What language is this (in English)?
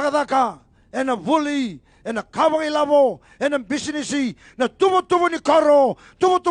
Fijian